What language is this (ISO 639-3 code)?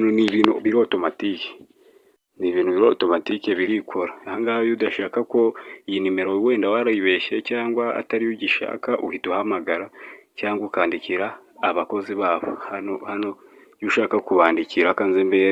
kin